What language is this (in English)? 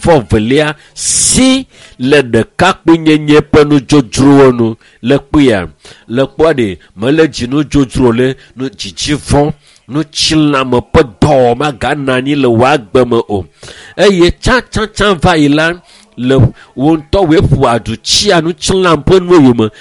Ewe